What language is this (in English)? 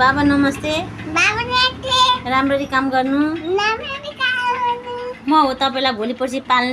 Nepali